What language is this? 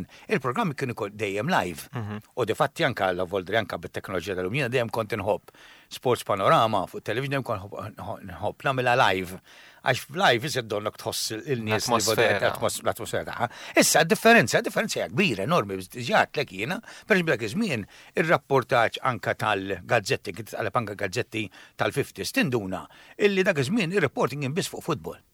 Maltese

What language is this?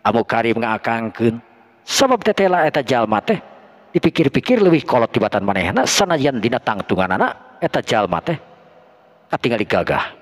Sundanese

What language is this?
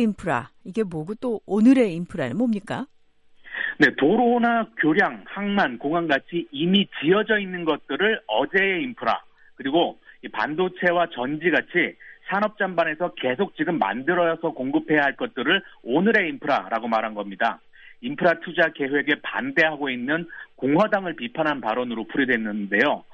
Korean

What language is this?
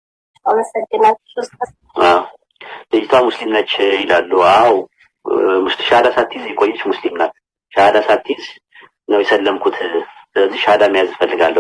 Amharic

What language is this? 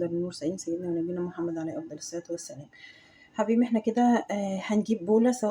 Egyptian Arabic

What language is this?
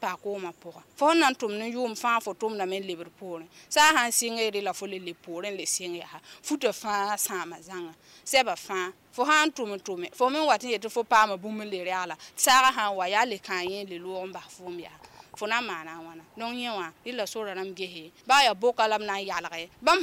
Mossi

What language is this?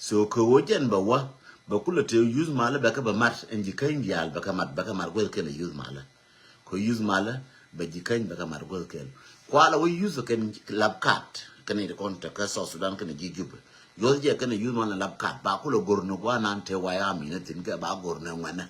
Nuer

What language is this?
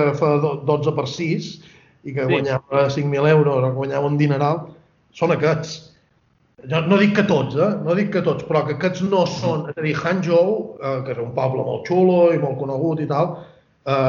Catalan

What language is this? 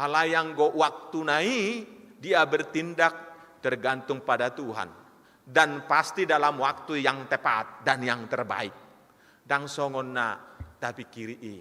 Batak Toba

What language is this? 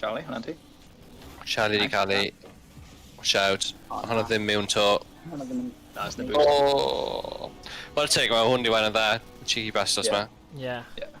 Welsh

